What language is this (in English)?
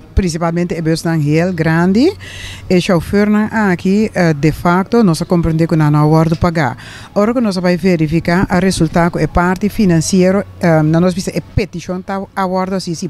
Papiamento